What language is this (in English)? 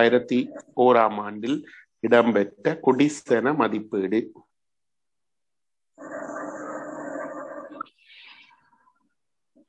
Tamil